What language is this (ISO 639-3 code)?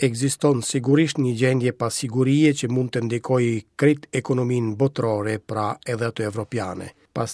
sqi